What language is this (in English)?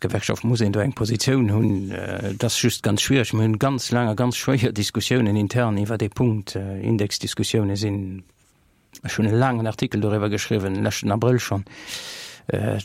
Luxembourgish